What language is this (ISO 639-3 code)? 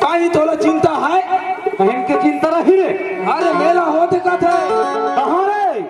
hne